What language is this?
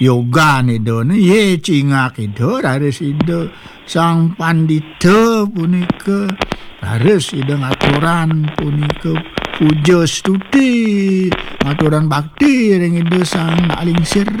Balinese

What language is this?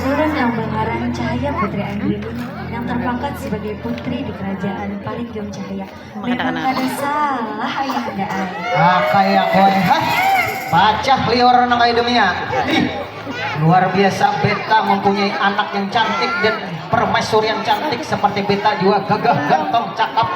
Banjar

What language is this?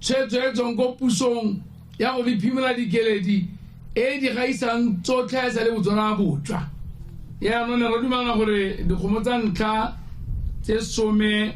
Tswana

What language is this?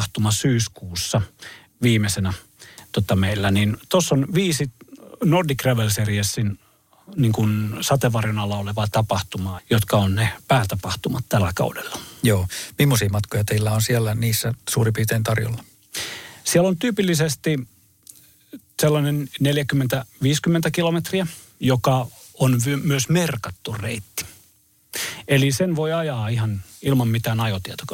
Finnish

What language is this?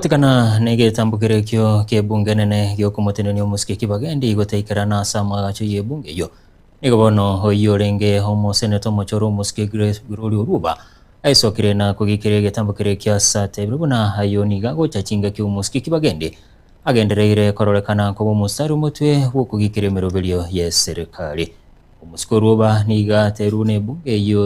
Gusii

